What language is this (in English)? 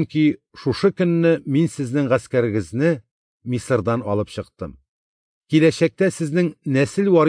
Tatar